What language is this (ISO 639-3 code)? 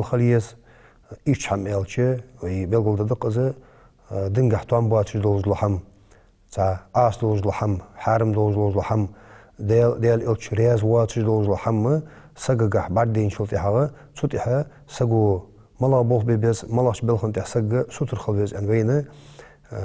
inh